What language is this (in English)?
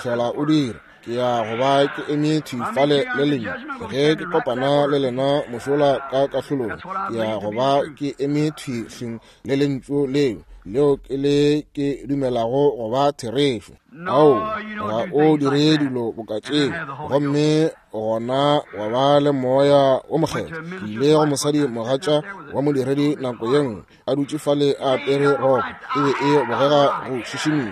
Northern Sotho